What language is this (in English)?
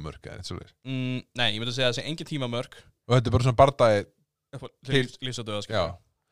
Icelandic